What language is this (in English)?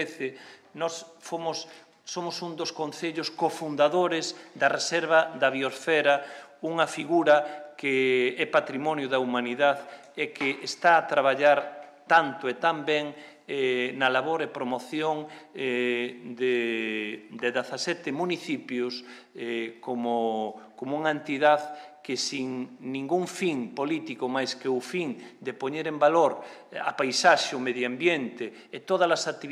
Galician